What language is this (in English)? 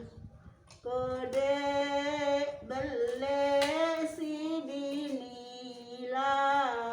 Sasak